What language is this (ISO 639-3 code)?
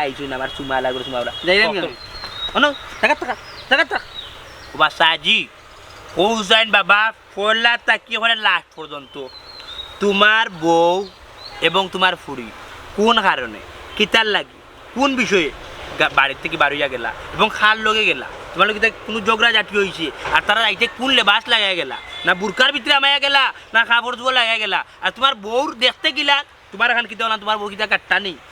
syl